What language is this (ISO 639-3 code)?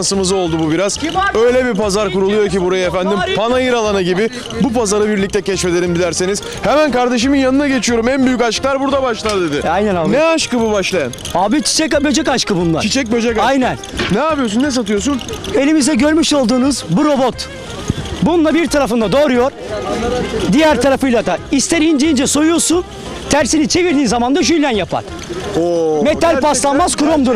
tur